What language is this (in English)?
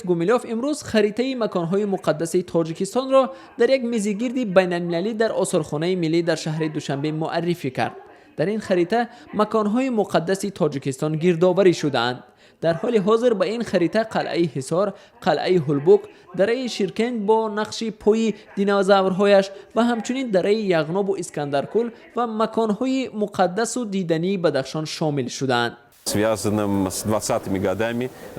Tajik